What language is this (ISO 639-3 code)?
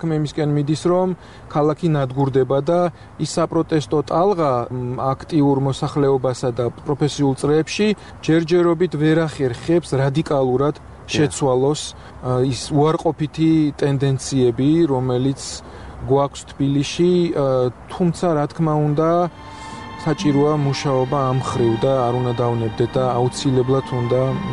kat